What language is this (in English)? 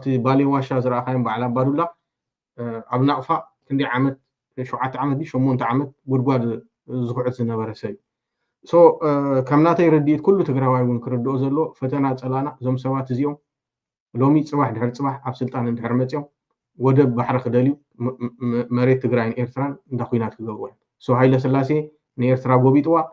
Tigrinya